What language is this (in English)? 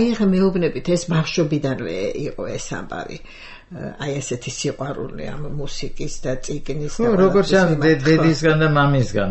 Georgian